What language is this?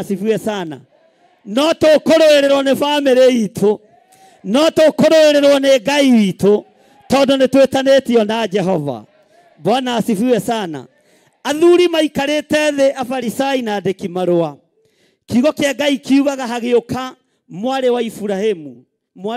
Kikuyu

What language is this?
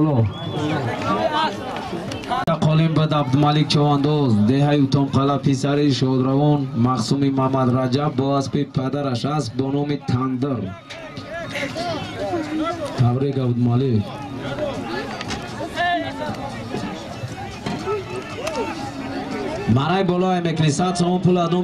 Tajik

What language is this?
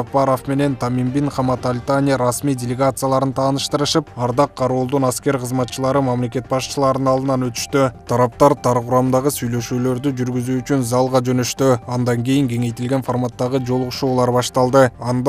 Kyrgyz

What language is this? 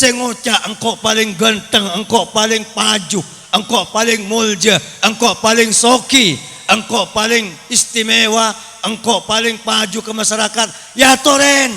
Madurese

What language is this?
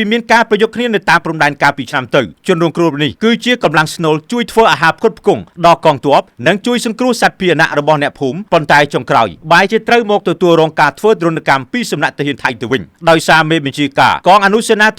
Khmer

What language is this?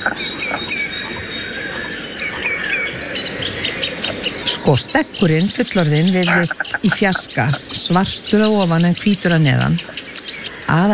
Icelandic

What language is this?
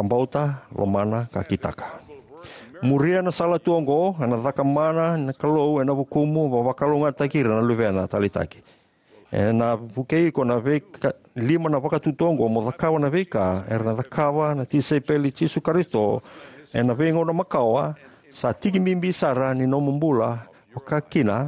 Fijian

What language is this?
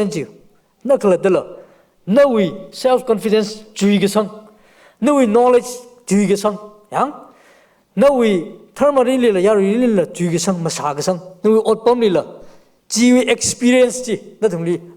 Tangkhul Naga (India)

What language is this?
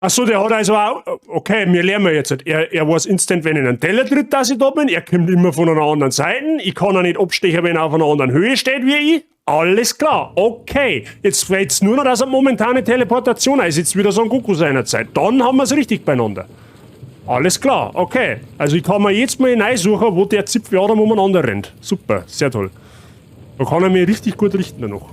Bavarian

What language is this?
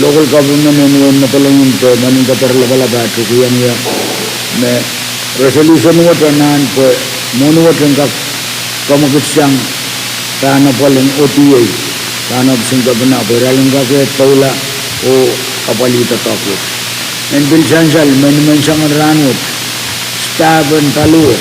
Pohnpeian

